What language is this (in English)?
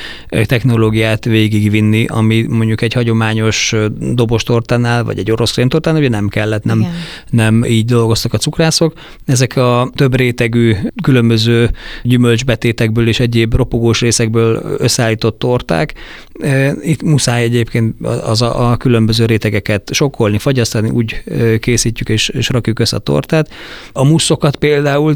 Hungarian